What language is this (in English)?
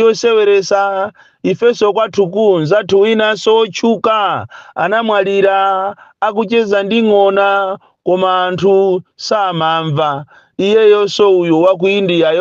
Nyanja